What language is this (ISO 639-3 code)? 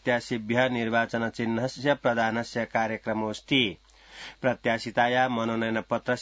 san